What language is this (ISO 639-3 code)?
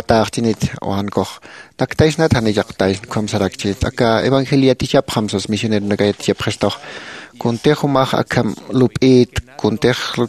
aym